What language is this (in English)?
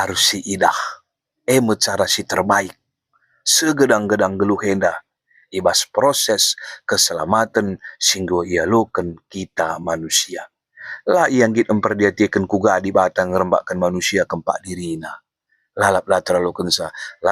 Batak Karo